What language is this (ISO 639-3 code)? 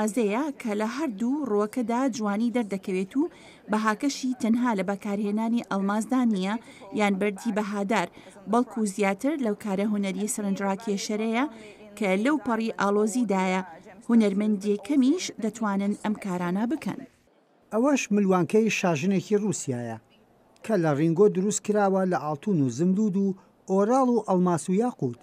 ckb